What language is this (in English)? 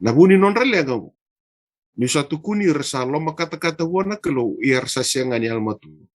Fijian